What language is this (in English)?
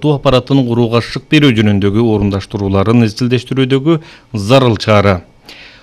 Kyrgyz